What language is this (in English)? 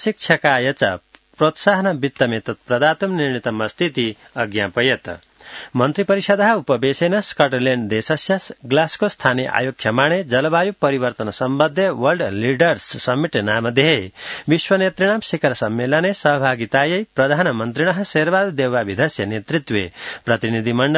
Sanskrit